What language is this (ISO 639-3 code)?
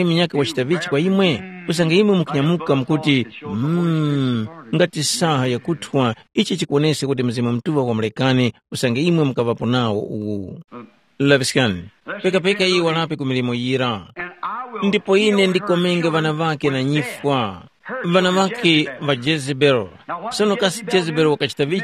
tum